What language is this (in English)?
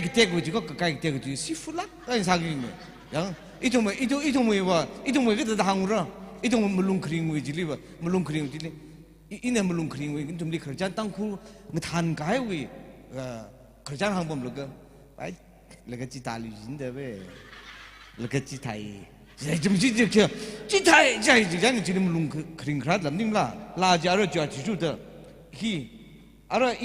Tangkhul Naga (India)